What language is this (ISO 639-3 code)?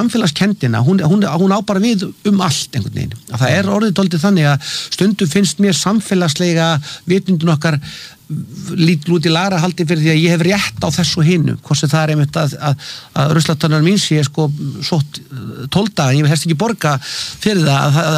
isl